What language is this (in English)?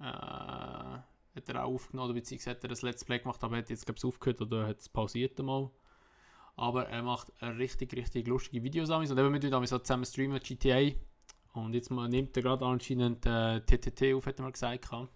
Swiss German